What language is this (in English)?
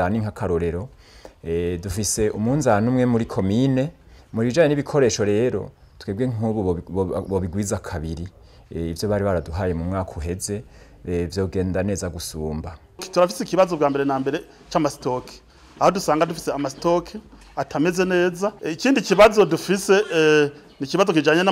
Rundi